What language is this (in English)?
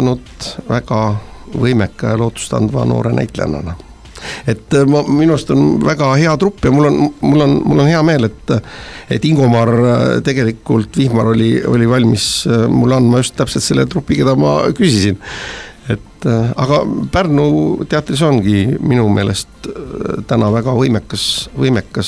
Estonian